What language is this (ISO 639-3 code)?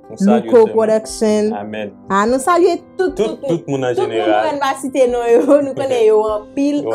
hat